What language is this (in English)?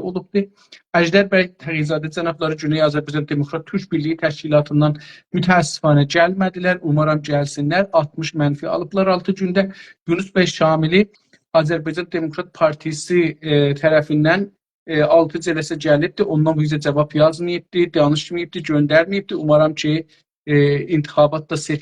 South Azerbaijani